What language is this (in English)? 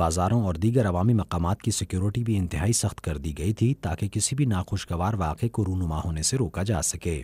Urdu